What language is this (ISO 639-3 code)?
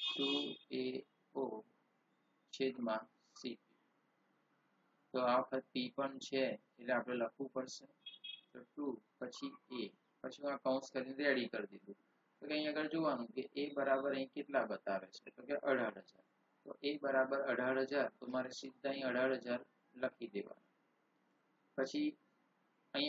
guj